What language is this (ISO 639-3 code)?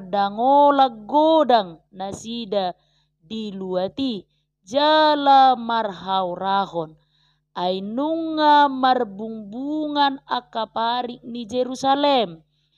bbc